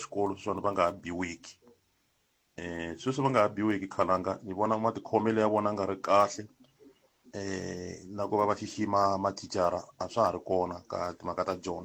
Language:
Tsonga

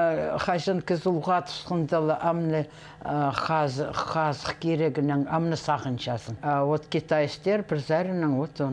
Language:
Khakas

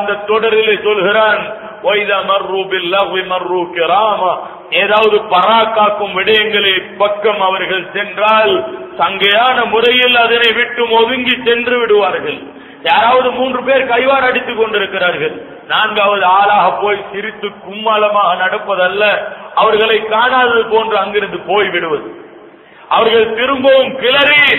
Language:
Tamil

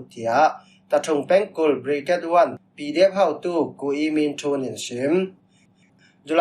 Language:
Falam Chin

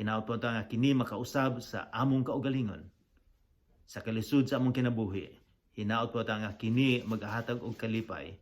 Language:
Cebuano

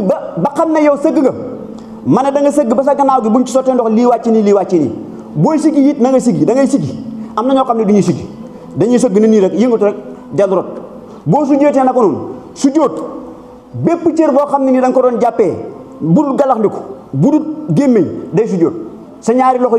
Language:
Wolof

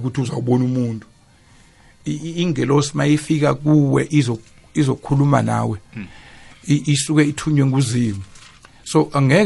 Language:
South Ndebele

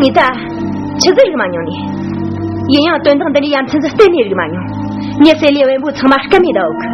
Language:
Tibetan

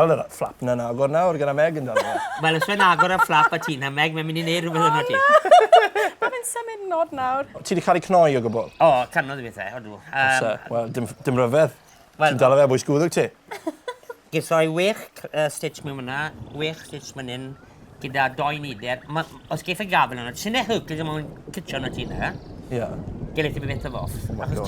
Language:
Welsh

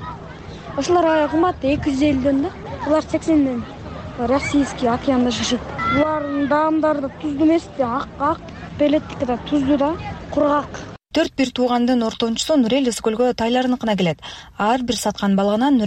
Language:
Kyrgyz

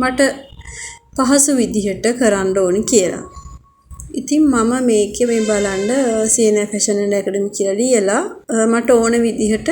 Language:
Sinhala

